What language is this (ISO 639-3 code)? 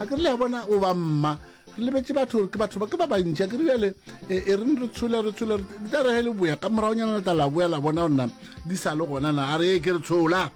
nso